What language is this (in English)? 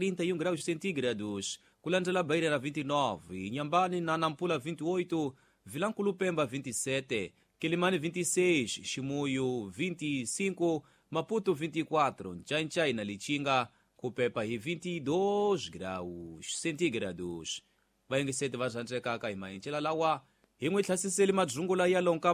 Tsonga